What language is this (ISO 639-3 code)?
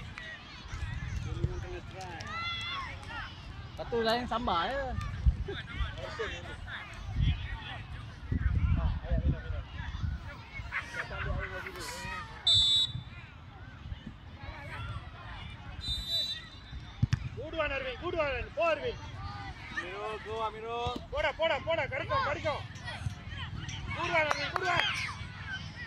msa